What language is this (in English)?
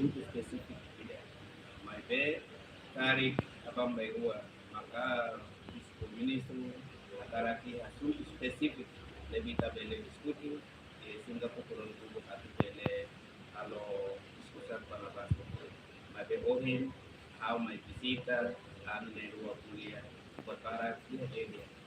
Tetum